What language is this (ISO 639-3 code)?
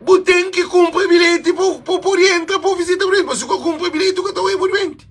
kea